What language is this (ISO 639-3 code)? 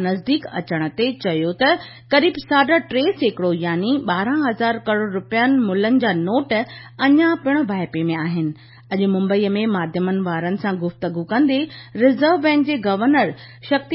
snd